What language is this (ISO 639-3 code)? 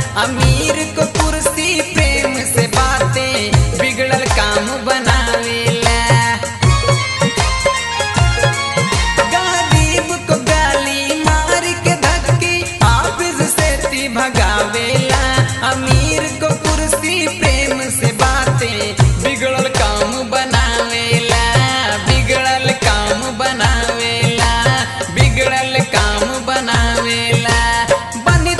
bho